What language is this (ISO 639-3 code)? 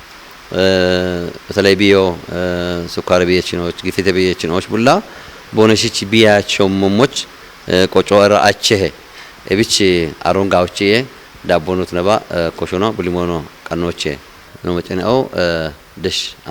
kbr